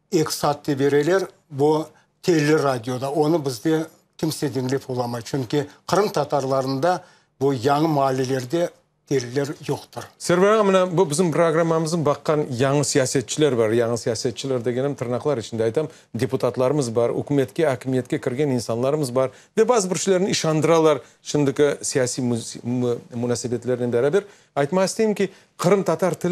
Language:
Crimean Tatar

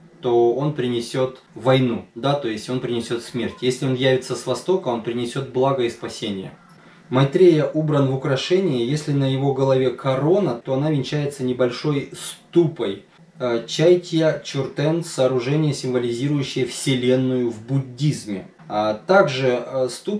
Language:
Russian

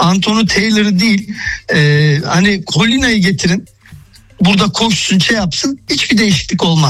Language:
Turkish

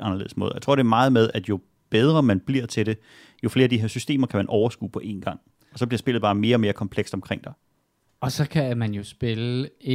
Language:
Danish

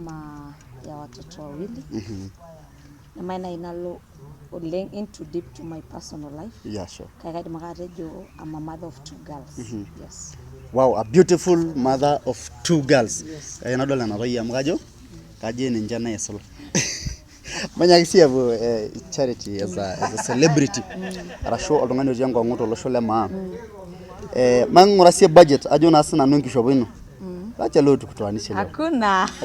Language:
Masai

